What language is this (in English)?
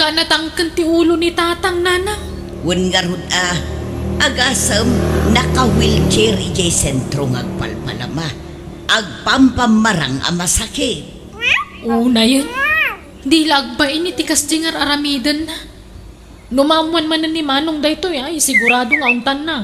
Iloko